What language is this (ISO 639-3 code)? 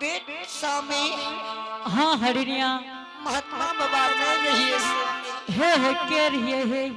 anp